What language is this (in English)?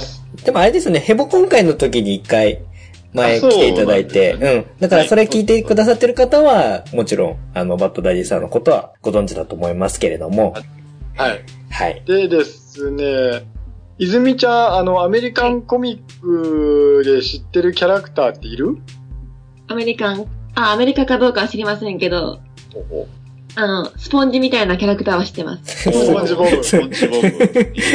Japanese